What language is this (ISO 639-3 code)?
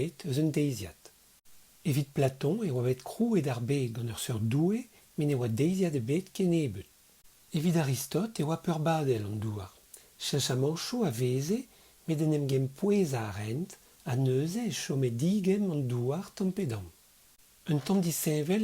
bre